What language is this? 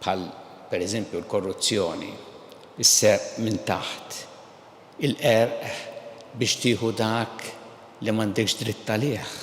Maltese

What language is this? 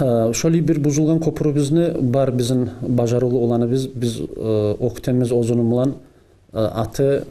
Kumyk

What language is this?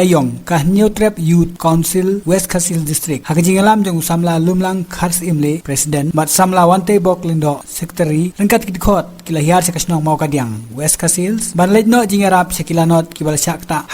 Khasi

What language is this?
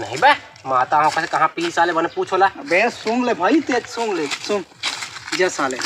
Chhattisgarhi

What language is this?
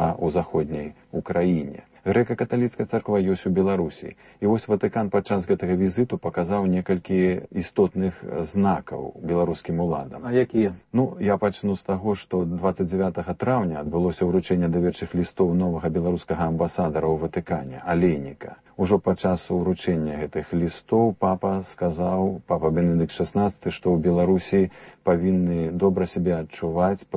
Belarusian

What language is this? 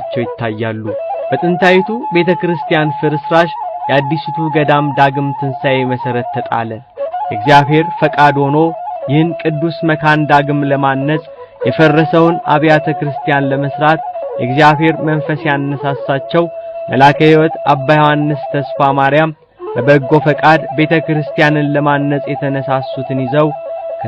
Amharic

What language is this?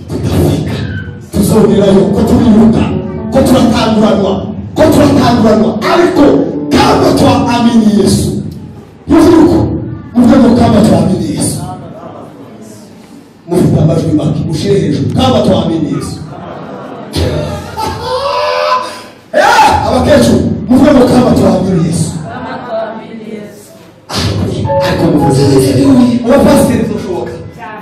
Kinyarwanda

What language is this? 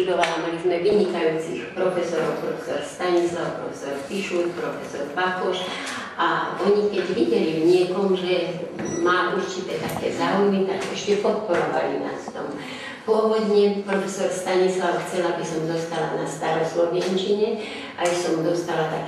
Slovak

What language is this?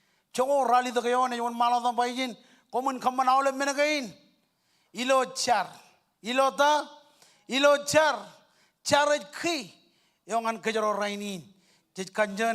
Marshallese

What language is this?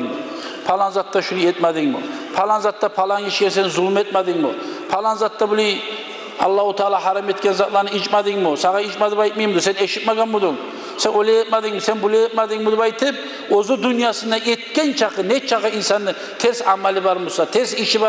Kumyk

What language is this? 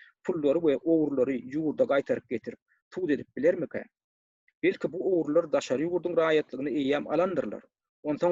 Turkmen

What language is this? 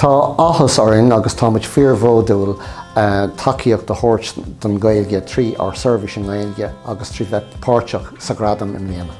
Irish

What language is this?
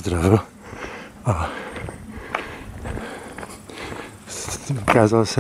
Czech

